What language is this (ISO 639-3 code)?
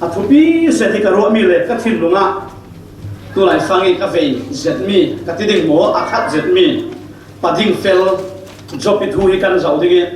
cfm